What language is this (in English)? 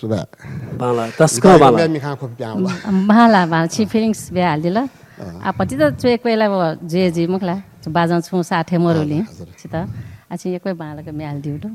Newari